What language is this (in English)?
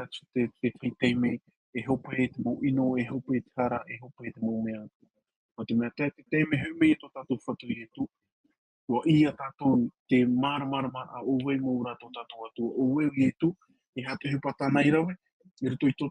Tahitian